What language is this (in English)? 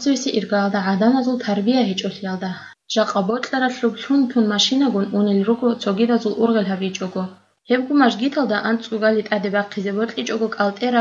Avaric